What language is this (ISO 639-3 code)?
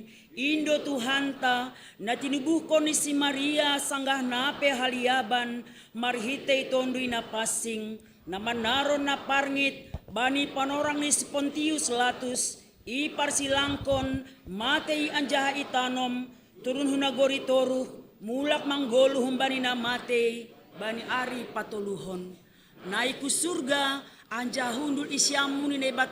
bts